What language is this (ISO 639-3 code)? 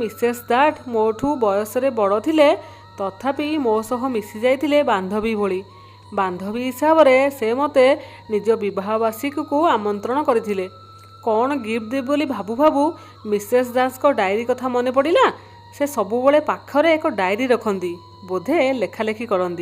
ori